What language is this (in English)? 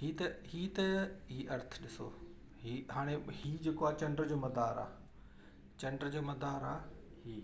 Sindhi